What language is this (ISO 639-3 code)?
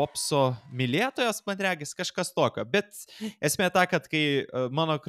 lit